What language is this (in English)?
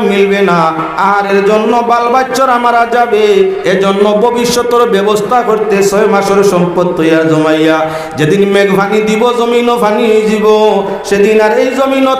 Sylheti